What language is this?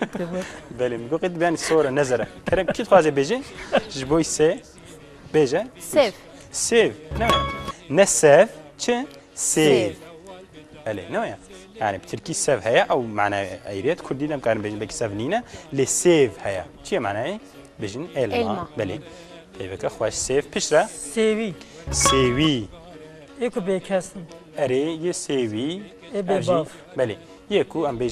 Kurdish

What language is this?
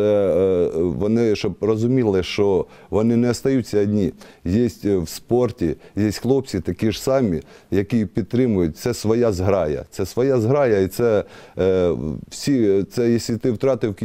Ukrainian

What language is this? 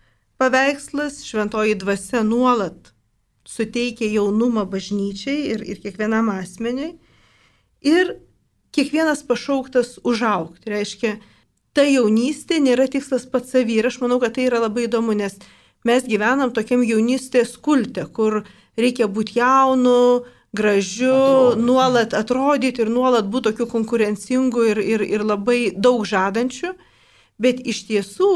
Lithuanian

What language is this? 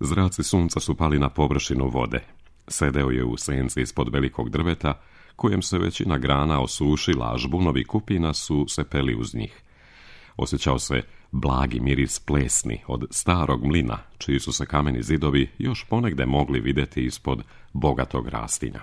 Serbian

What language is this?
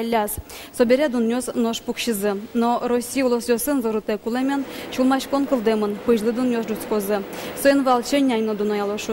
Udmurt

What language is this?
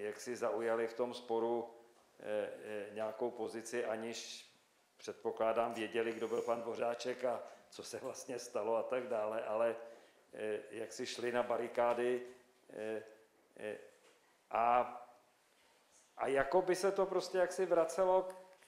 Czech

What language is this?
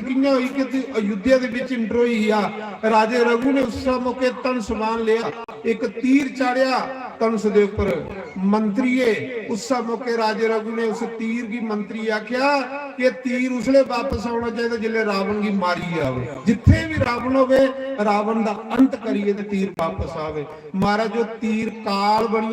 Dogri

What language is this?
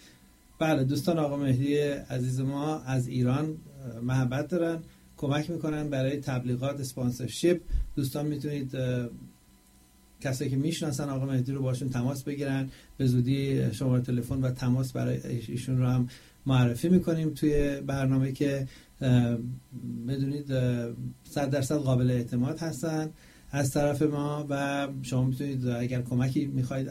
Persian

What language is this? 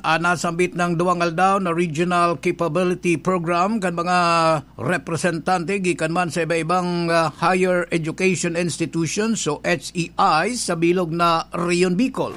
Bikol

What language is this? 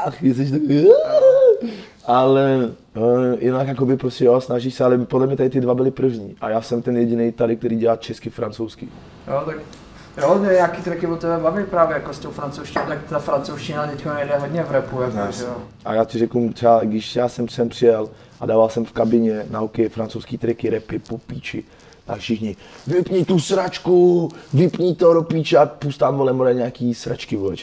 Czech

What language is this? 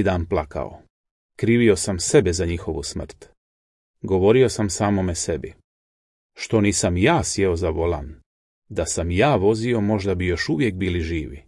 Croatian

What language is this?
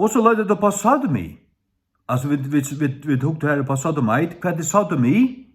Faroese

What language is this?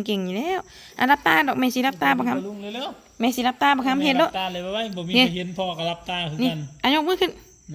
Northeastern Thai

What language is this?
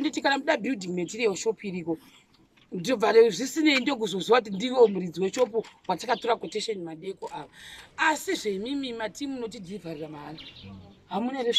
Shona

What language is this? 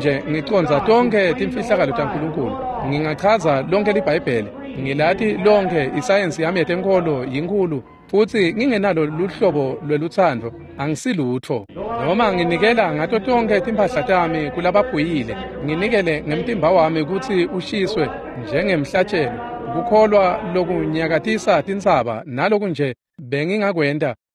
Swati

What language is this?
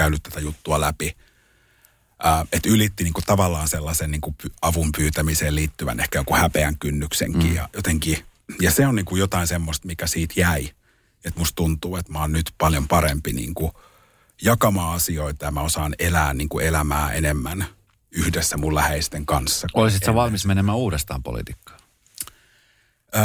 Finnish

